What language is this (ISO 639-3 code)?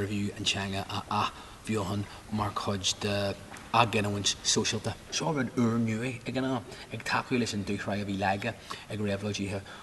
gle